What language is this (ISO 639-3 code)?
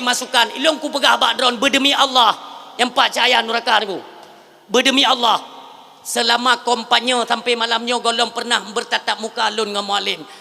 ace